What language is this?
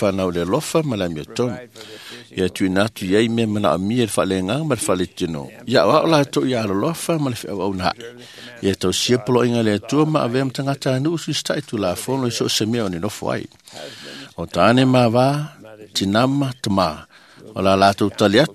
Samoan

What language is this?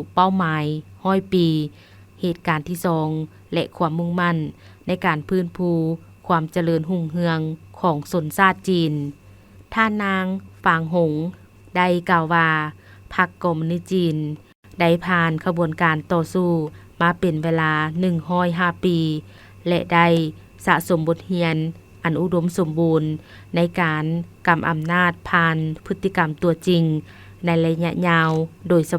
Lao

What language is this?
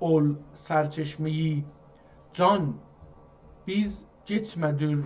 South Azerbaijani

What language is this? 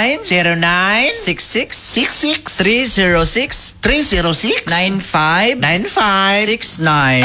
Cebuano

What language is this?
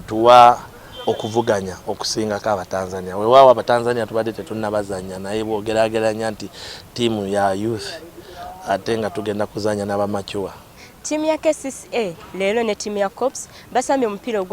Ganda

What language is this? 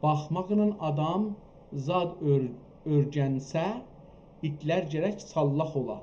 South Azerbaijani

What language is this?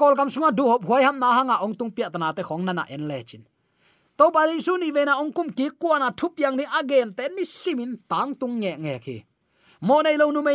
Tedim Chin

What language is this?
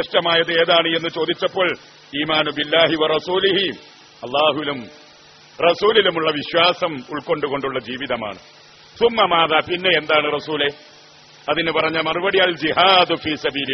Malayalam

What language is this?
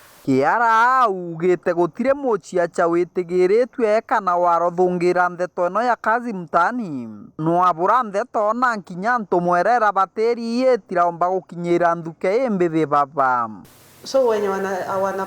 Meru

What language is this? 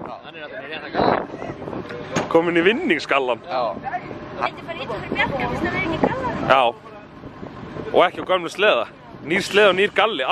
Icelandic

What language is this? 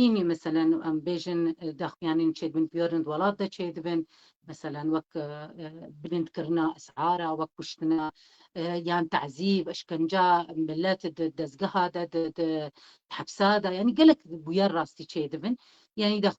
Kurdish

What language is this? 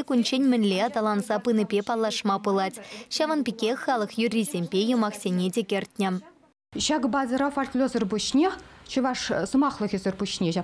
Chuvash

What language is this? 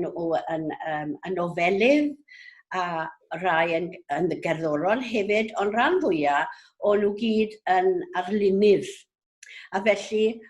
Welsh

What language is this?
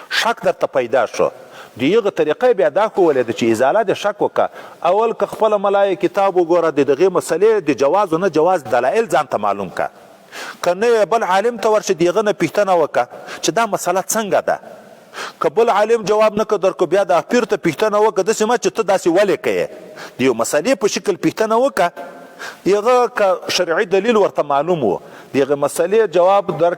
Pashto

